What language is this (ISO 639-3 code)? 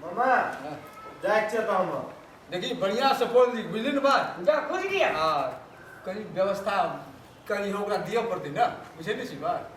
mai